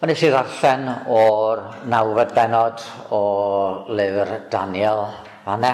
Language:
Welsh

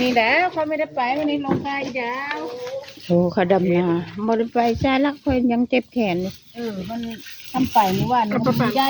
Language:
Northeastern Thai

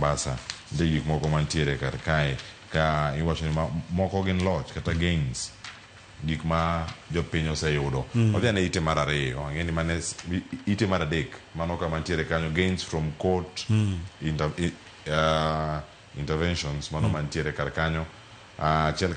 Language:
Luo (Kenya and Tanzania)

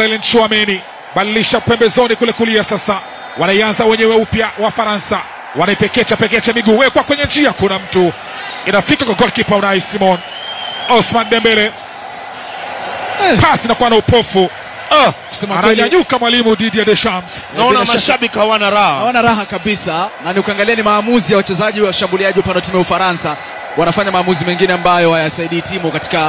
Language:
Swahili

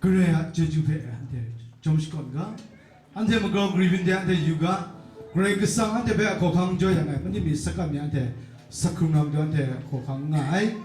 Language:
Kachin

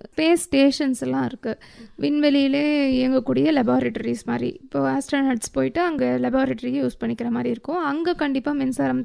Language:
Tamil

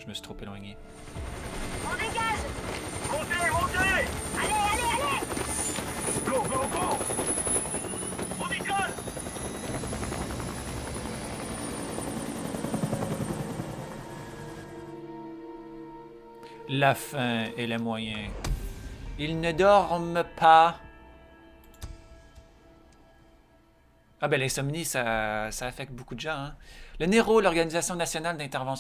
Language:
French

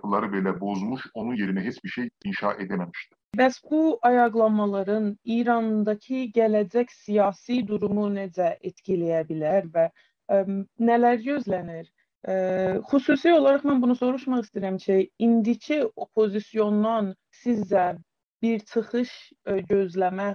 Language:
South Azerbaijani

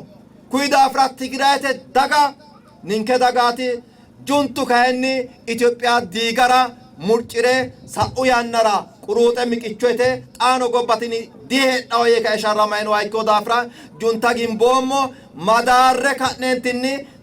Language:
Sidamo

